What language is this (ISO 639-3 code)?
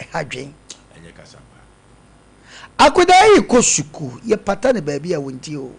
aka